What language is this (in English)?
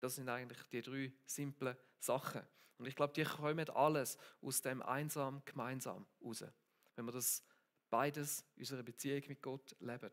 Swiss German